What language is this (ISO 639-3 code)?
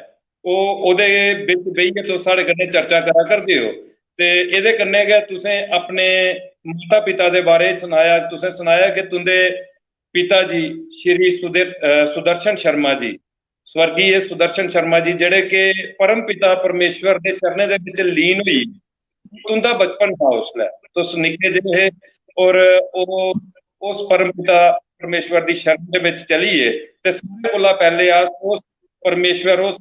doi